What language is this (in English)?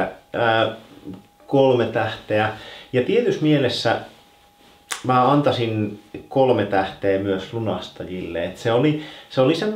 Finnish